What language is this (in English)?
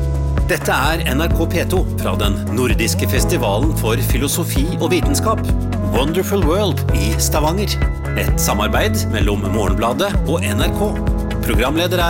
Norwegian